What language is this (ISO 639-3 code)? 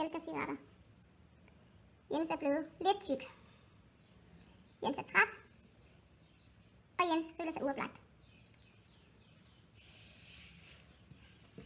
dan